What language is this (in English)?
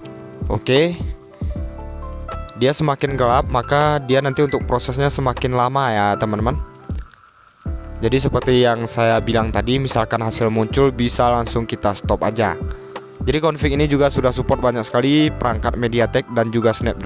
Indonesian